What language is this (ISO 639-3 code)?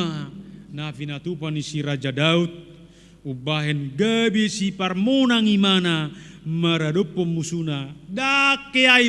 bbc